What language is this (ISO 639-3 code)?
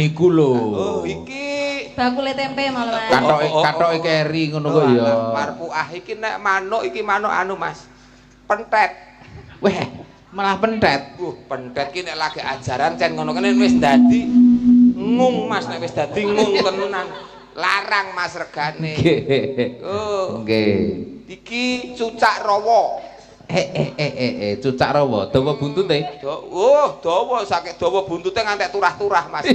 jav